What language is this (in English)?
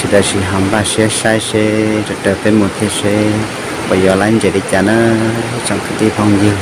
Hmong